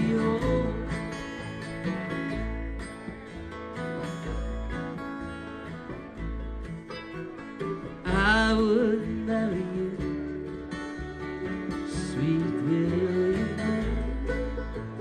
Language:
English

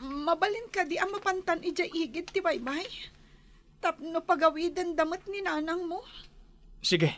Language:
Iloko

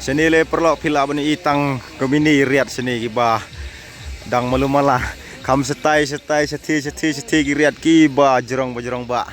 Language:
Khasi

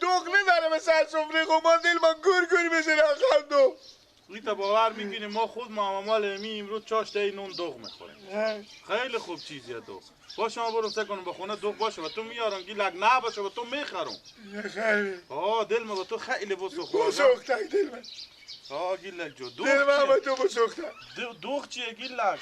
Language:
Persian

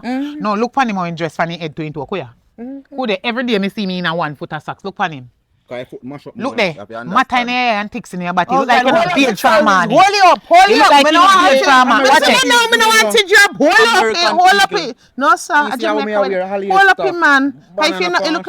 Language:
Jamaican Creole English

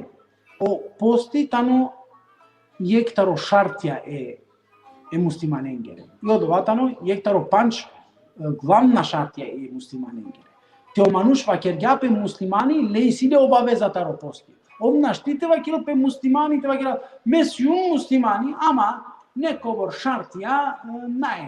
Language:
Balkan Romani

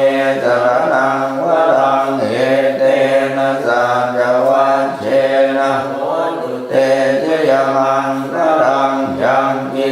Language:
Pali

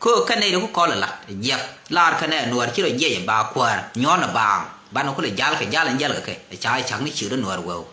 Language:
Nuer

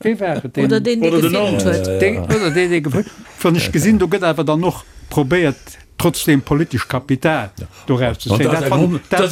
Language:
Luxembourgish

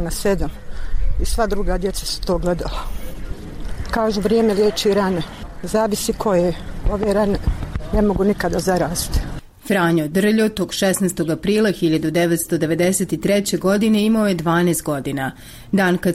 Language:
Bosnian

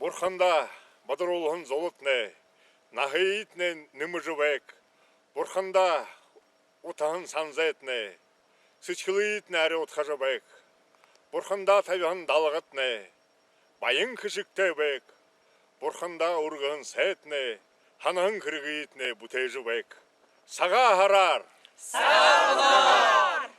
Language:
Buriat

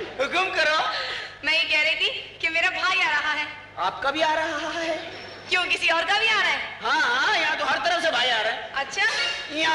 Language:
Hindi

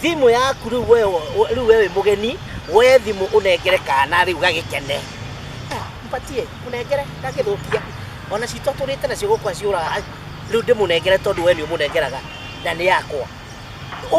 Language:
Kikuyu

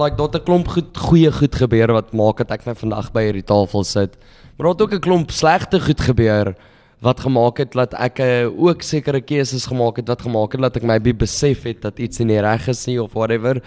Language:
Afrikaans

